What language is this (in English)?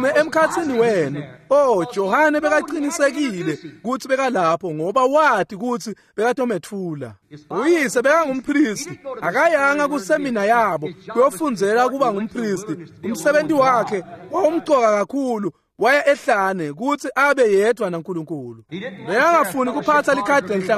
Swati